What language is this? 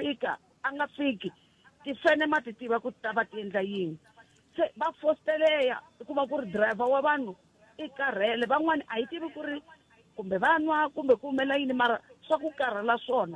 Tsonga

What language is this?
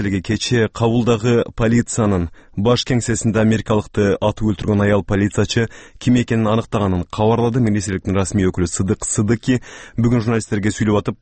Kyrgyz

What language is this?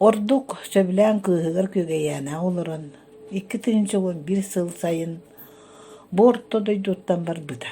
Yakut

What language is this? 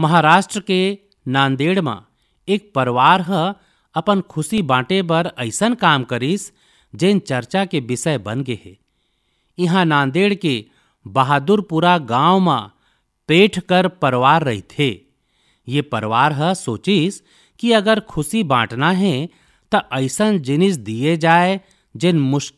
Chhattisgarhi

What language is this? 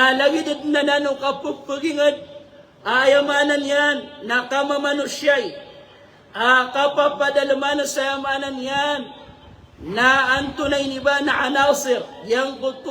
Maranao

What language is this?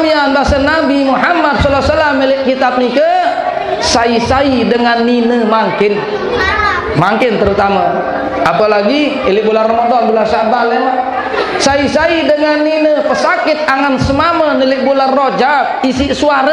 Sasak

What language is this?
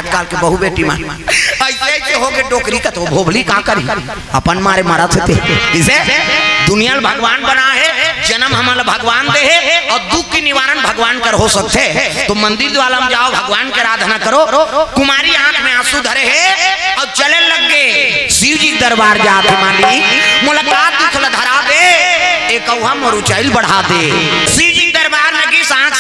Chhattisgarhi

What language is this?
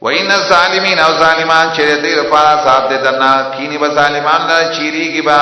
Pashto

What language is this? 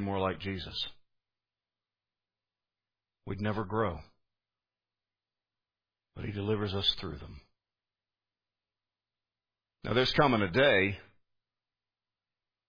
English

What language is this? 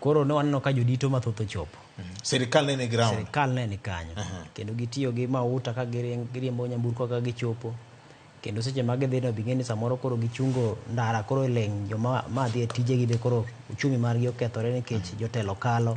Luo (Kenya and Tanzania)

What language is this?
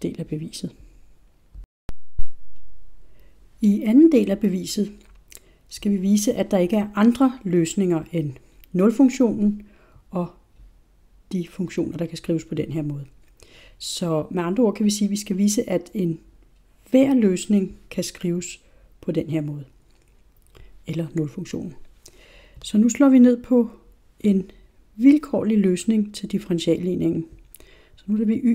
Danish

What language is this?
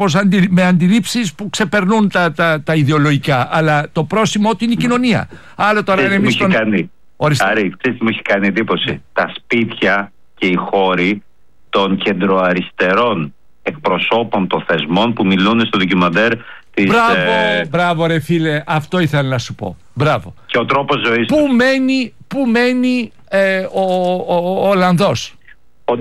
Greek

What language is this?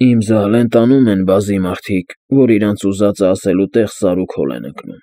Armenian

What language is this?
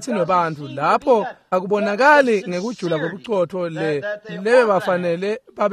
Swati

